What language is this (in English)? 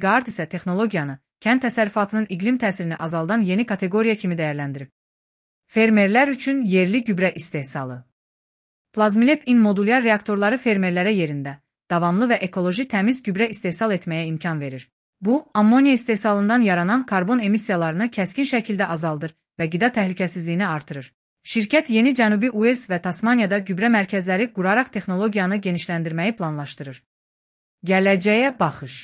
Azerbaijani